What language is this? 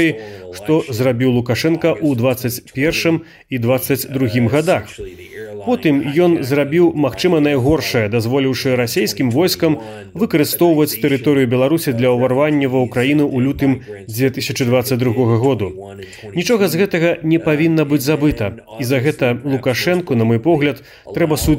Belarusian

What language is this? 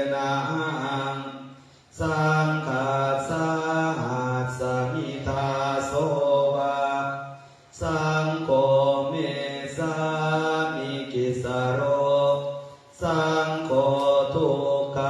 Pali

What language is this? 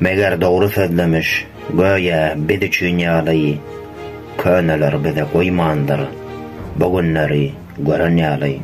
Turkmen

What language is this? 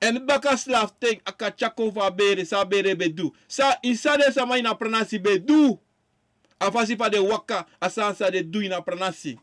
Sranan Tongo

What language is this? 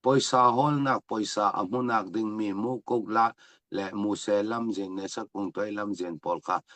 Falam Chin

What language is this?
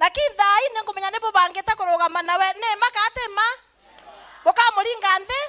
Meru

